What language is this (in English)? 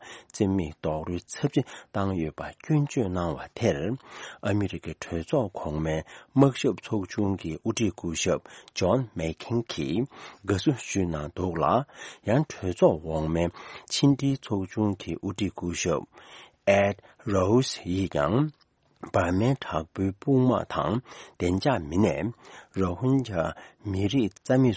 Tibetan